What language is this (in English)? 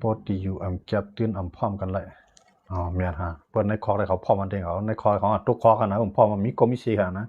Shan